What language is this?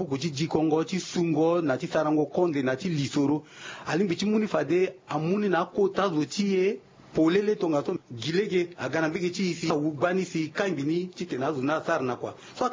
Sango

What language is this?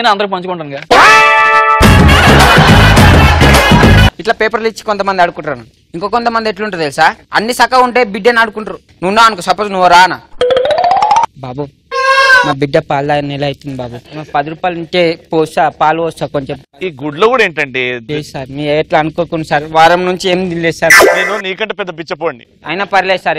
Telugu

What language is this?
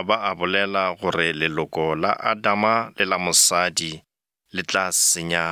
Northern Sotho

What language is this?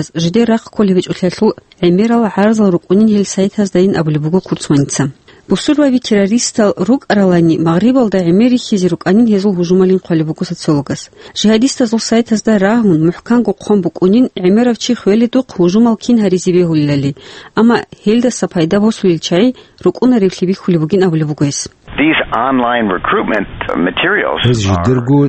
Avaric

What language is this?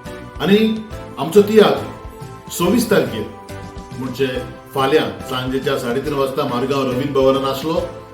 Konkani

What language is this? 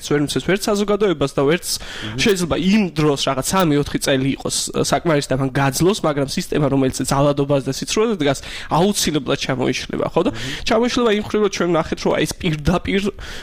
Georgian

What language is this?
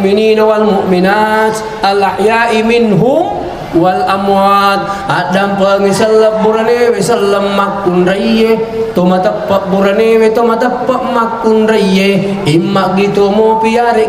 Buginese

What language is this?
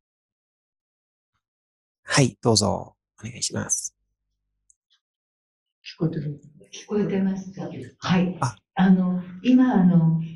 Japanese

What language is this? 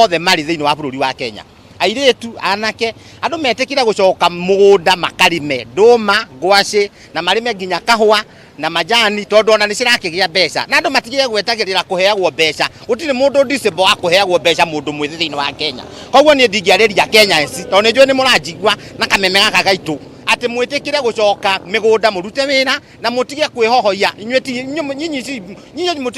Kikuyu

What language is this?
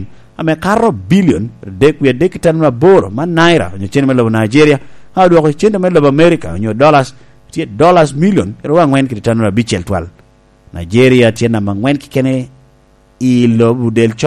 Lango (Uganda)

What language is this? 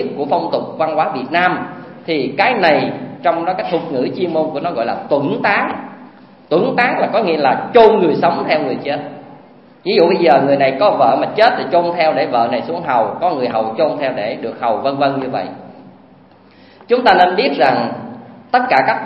Vietnamese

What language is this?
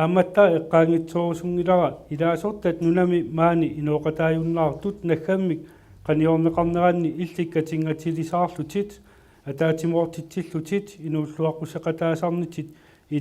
Kalaallisut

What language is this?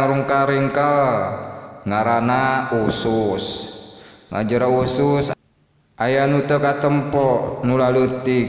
Sundanese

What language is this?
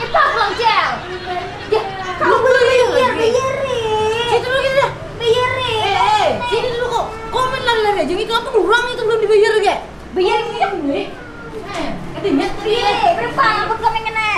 Banjar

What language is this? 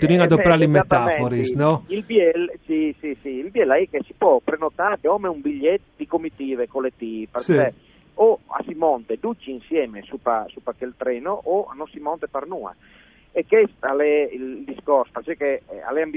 Friulian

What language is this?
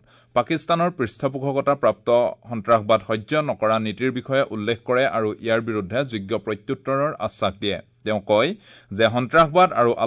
Assamese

